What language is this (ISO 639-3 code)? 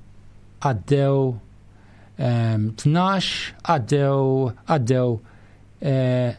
mlt